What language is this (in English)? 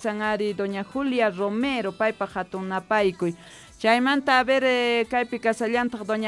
South Bolivian Quechua